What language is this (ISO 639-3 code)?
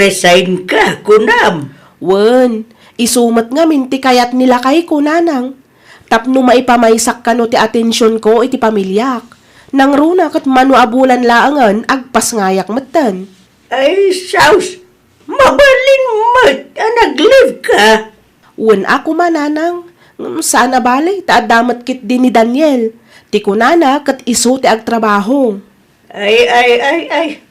ilo